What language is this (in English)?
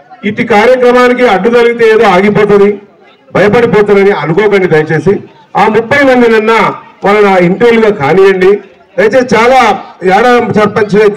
Telugu